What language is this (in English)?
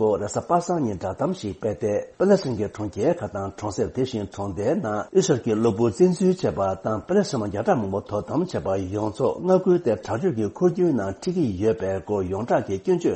Tibetan